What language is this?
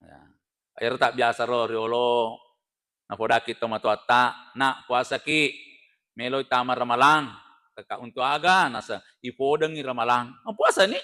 Buginese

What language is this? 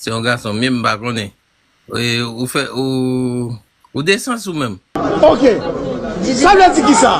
Haitian Creole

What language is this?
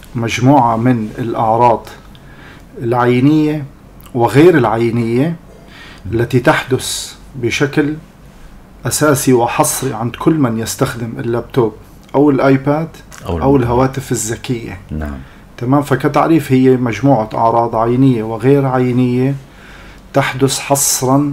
North Levantine Arabic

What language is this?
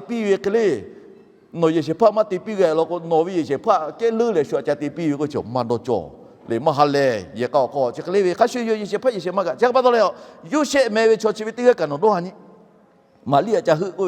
Lahu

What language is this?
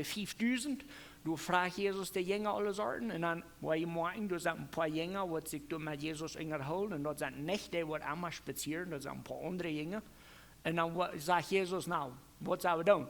Plautdietsch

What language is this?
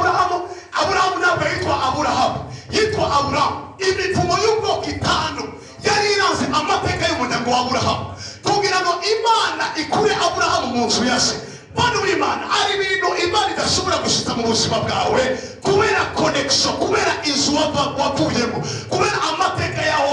Rundi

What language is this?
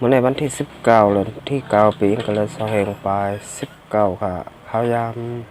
Shan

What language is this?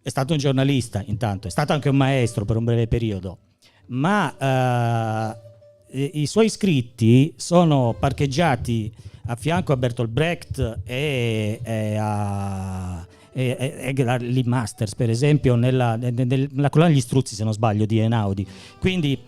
Gallurese Sardinian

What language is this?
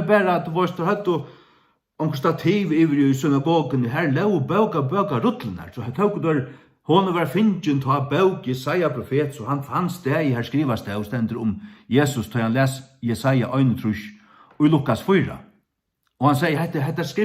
Faroese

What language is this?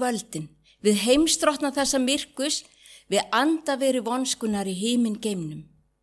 Icelandic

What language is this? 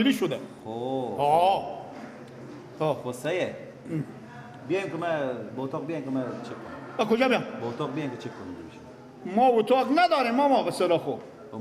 Persian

